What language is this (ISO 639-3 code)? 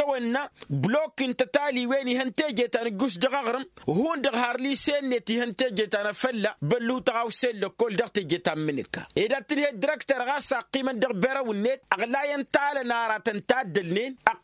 taq